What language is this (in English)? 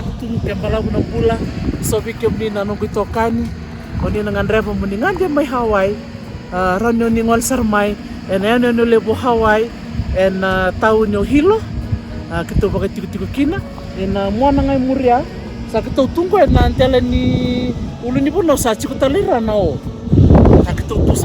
Fijian